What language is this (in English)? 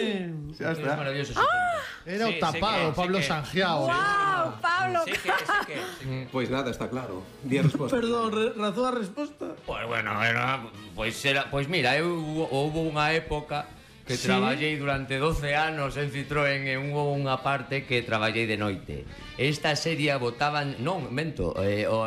Galician